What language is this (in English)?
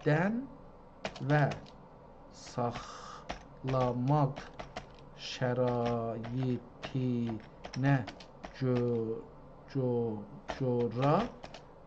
South Azerbaijani